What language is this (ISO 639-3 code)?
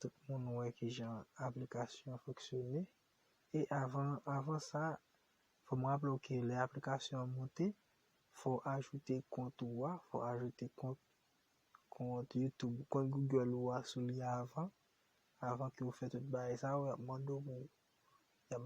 hat